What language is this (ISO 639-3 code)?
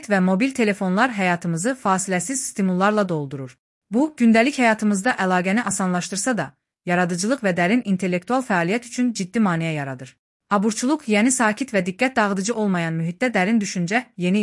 aze